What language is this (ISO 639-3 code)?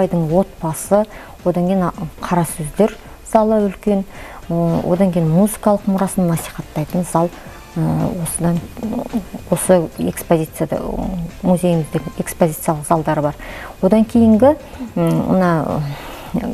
kaz